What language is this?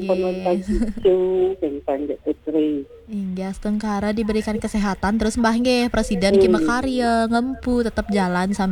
Balinese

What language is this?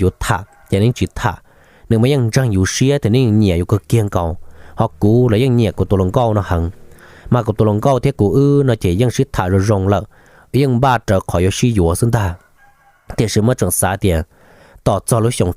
Hmong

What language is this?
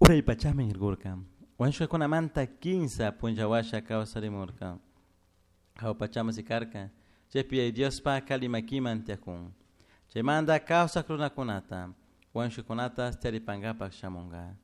Chimborazo Highland Quichua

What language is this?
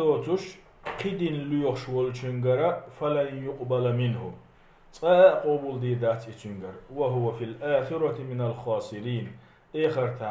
Chechen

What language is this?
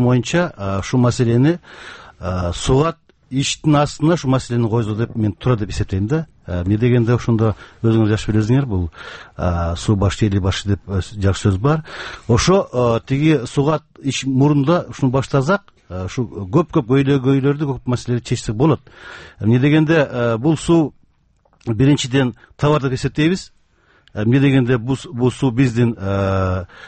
Kyrgyz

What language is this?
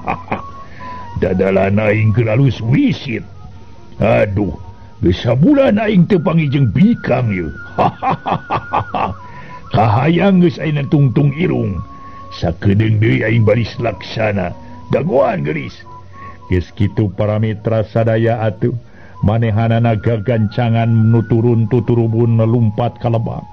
Sundanese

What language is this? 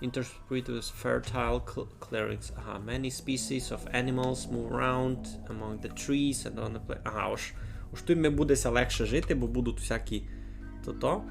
Rusyn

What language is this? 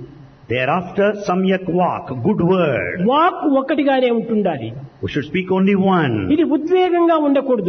Telugu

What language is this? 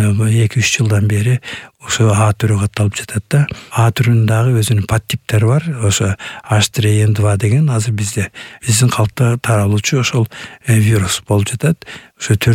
Kyrgyz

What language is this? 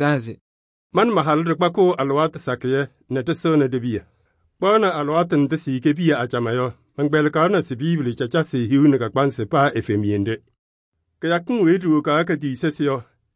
Kabiyè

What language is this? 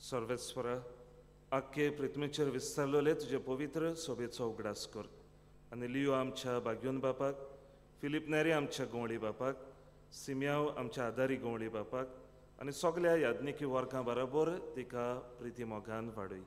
Konkani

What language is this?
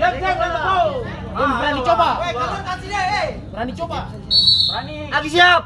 Ambonese Malay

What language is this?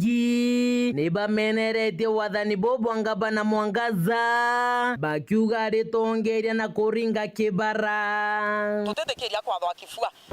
Meru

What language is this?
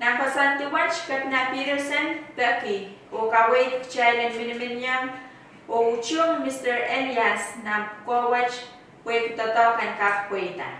Pohnpeian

